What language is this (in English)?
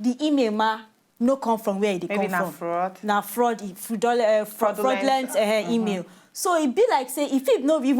Nigerian Pidgin